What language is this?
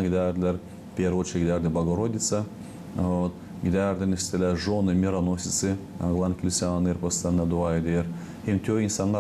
Gagauz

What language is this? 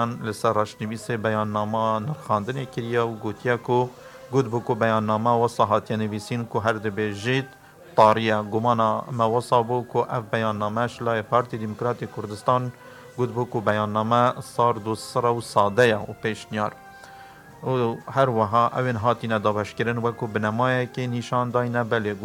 Kurdish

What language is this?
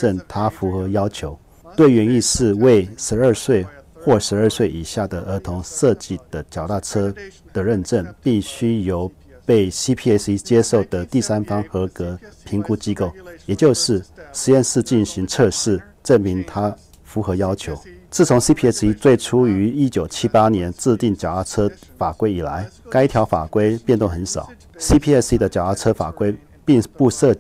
Chinese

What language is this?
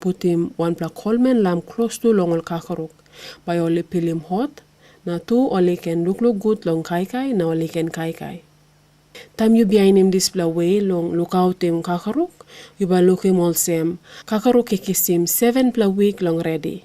Tok Pisin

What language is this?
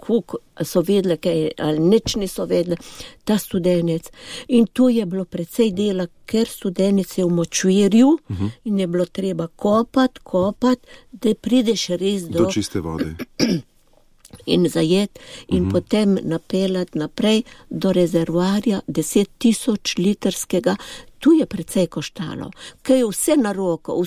Slovenian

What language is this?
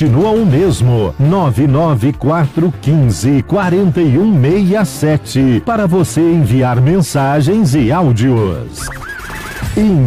Portuguese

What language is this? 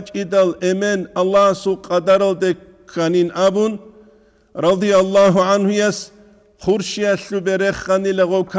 Avaric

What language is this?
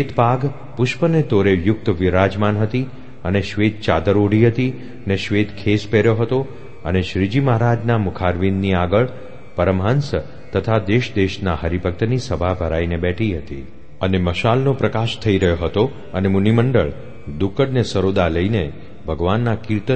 Gujarati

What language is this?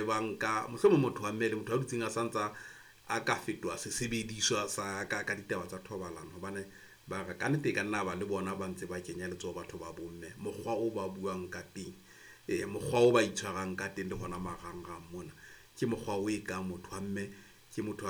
Southern Sotho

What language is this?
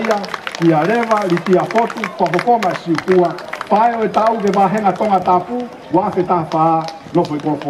Tongan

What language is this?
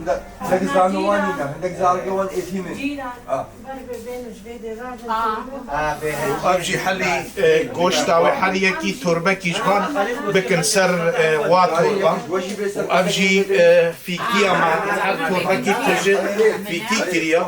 Kurdish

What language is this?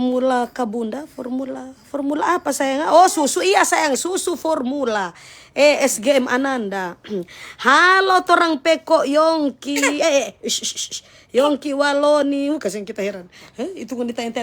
Manado Malay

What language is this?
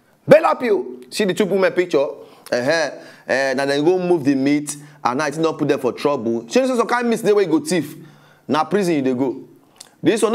Nigerian Pidgin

